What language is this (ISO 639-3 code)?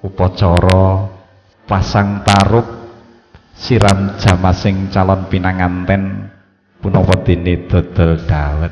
jav